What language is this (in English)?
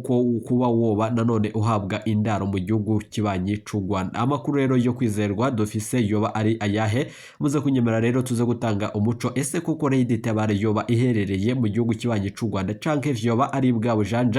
Rundi